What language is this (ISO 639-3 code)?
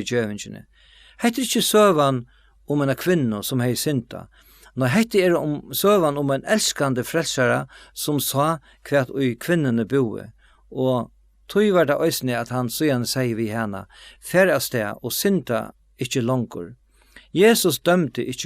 fao